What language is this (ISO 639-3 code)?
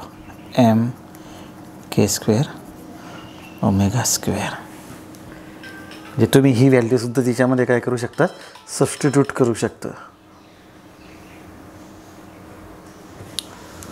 mar